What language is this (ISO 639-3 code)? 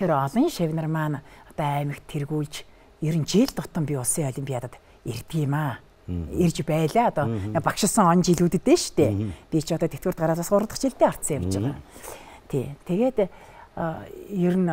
mon